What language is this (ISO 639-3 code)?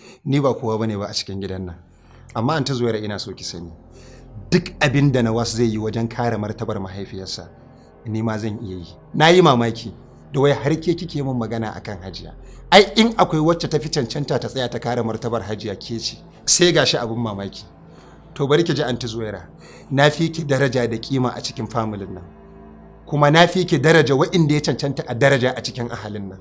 hau